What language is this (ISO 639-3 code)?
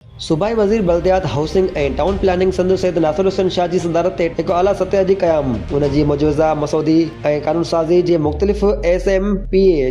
snd